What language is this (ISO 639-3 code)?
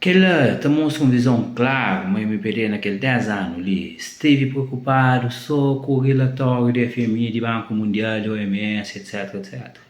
kea